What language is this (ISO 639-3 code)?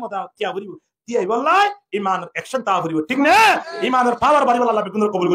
rhg